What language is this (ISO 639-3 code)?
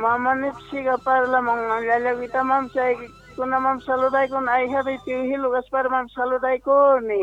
quh